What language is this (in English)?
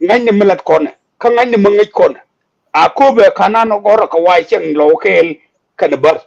Nuer